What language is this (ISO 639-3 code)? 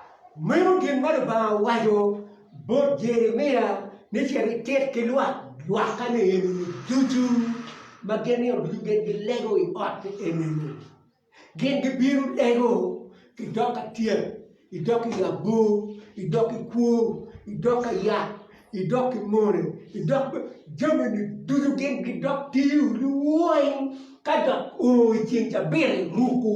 ach